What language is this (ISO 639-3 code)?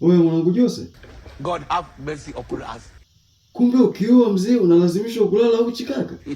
swa